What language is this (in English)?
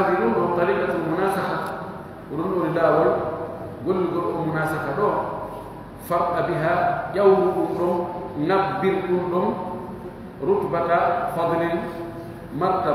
Pular